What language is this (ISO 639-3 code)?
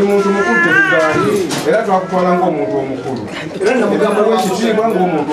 lug